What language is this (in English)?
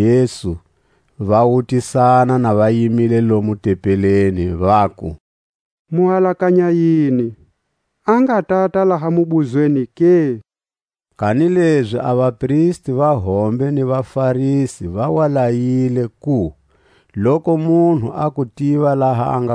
Tswa